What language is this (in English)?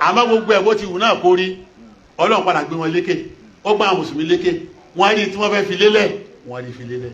Yoruba